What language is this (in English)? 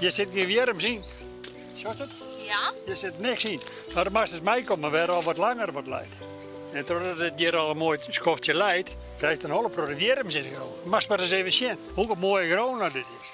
Western Frisian